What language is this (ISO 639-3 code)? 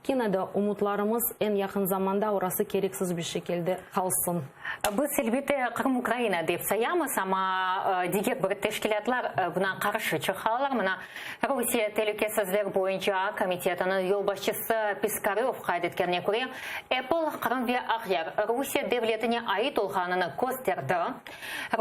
crh